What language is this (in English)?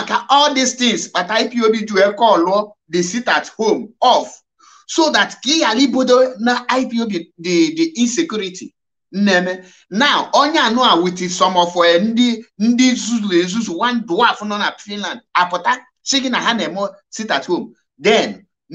Igbo